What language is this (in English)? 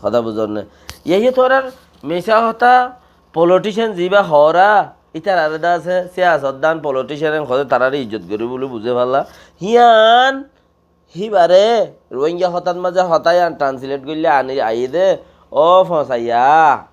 Rohingya